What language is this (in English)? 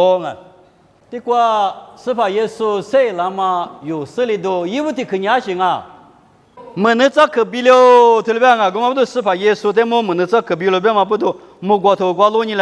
Lisu